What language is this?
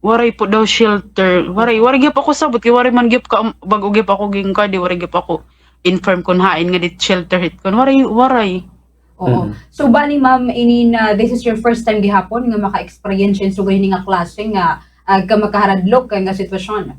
Waray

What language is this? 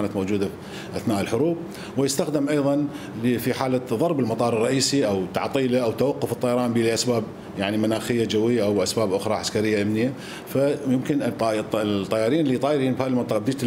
Mesopotamian Arabic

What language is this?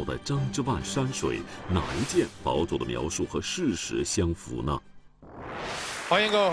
Chinese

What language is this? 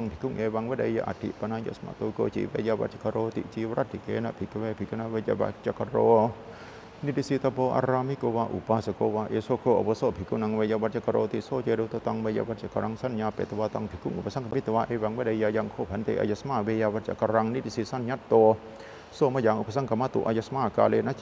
Pali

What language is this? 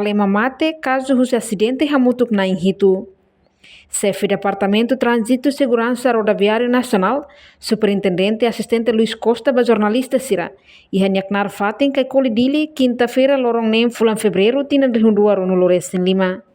Tetum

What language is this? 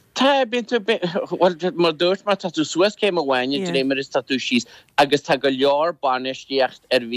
Irish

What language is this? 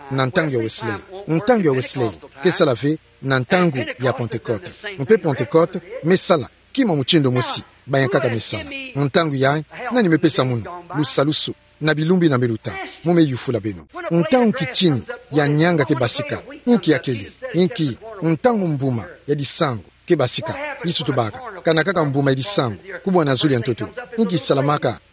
Kituba (Democratic Republic of Congo)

